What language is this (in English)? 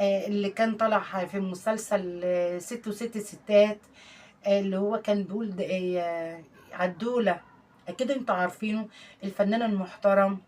Egyptian Arabic